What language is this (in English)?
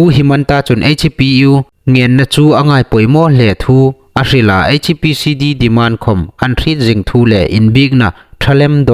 Hmar